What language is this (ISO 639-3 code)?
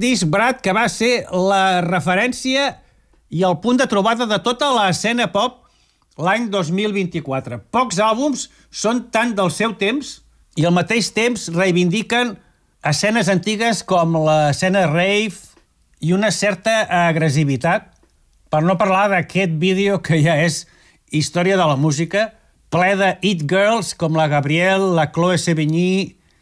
cat